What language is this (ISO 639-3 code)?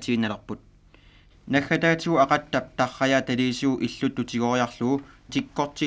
kal